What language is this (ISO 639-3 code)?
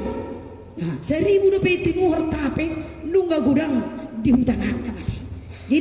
bbc